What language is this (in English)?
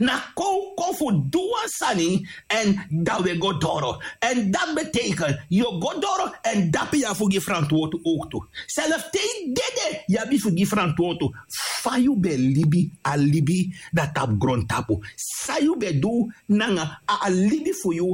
Sranan Tongo